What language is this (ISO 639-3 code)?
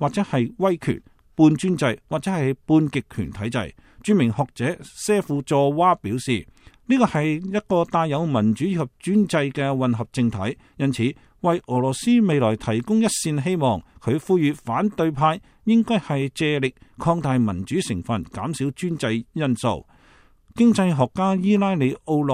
yue